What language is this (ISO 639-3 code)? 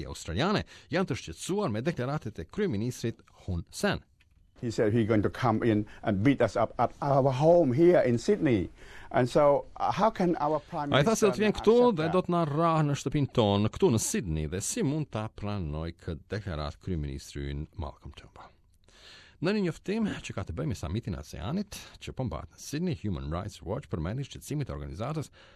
sqi